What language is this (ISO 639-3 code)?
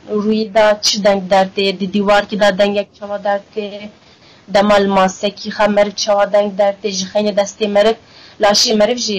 kur